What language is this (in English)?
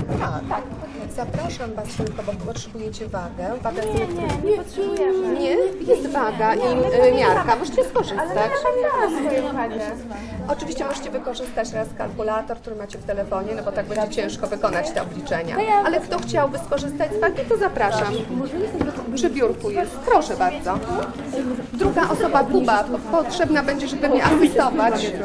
Polish